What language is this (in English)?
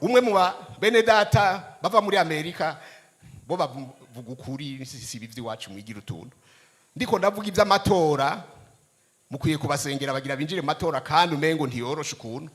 Rundi